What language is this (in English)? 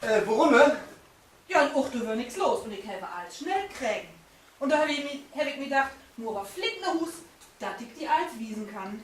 Low German